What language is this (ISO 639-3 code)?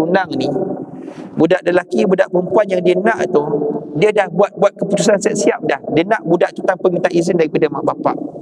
msa